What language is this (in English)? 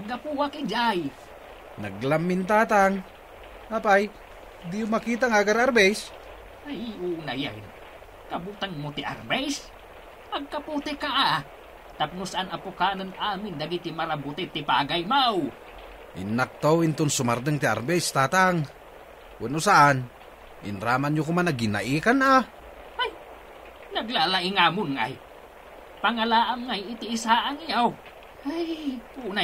Iloko